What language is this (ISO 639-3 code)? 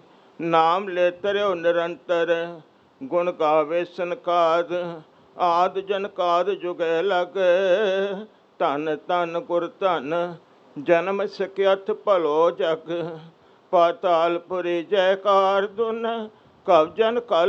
pan